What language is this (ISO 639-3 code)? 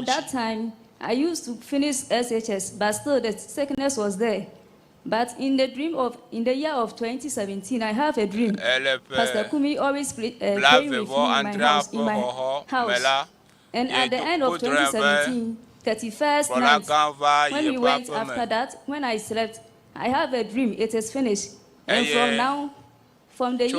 ewe